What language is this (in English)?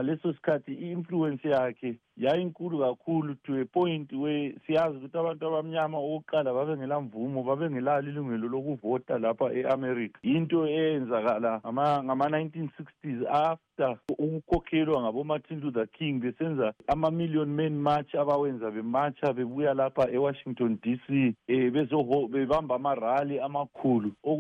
North Ndebele